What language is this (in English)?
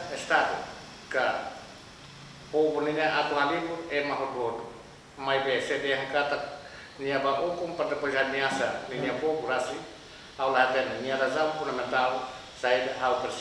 Tetum